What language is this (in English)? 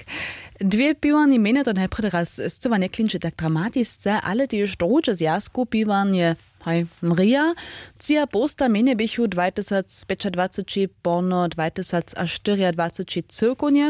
Upper Sorbian